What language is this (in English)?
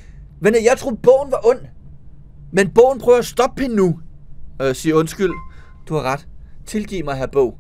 Danish